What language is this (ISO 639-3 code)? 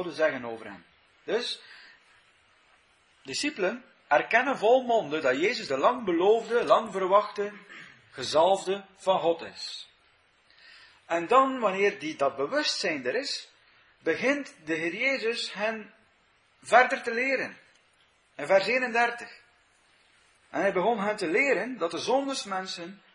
nld